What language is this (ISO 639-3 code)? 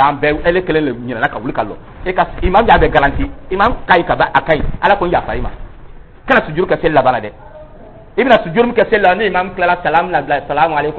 dyu